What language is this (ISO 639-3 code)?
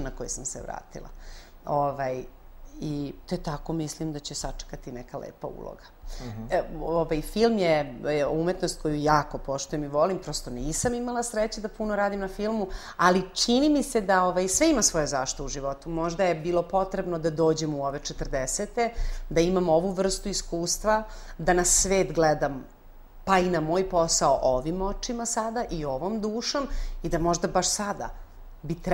srp